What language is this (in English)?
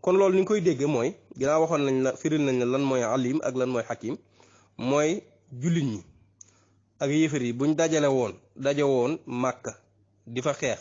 Wolof